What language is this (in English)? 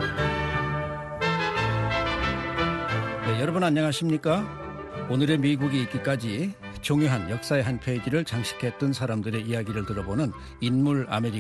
Korean